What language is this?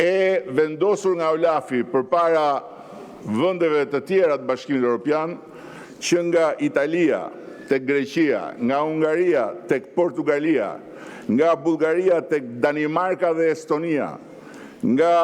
Albanian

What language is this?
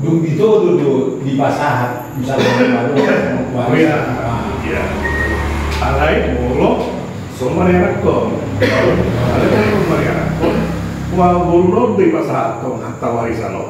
Batak Toba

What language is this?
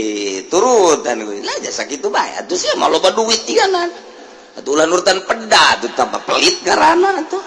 Sundanese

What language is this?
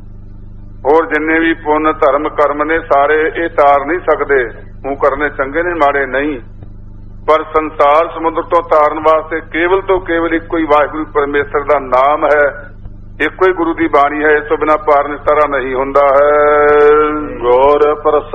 Punjabi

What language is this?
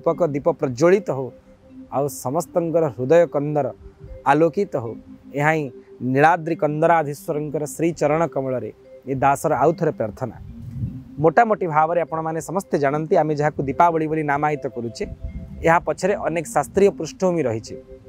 Odia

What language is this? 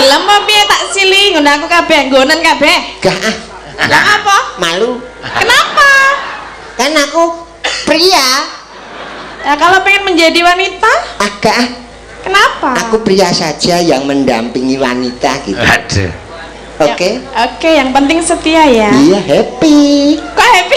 Javanese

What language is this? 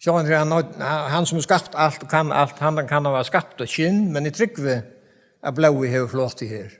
Faroese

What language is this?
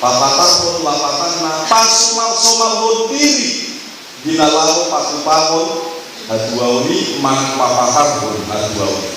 Batak Toba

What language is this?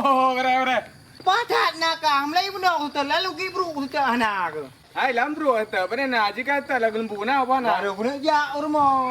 Achinese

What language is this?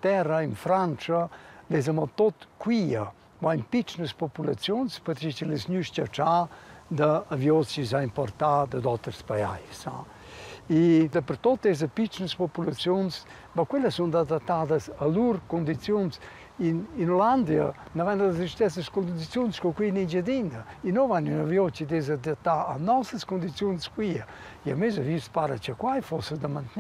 Romansh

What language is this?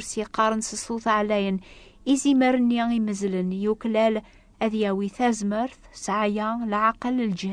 Kabyle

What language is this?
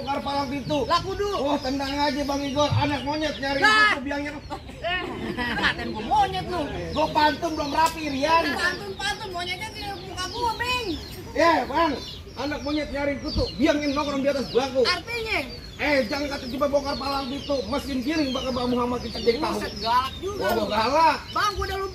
Betawi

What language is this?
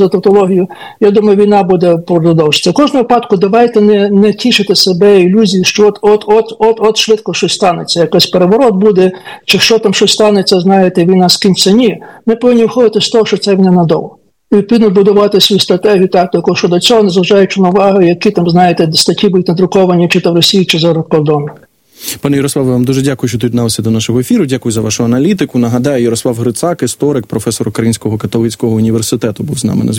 Ukrainian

